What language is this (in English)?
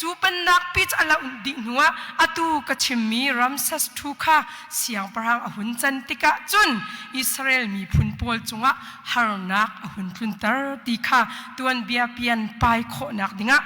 Hakha Chin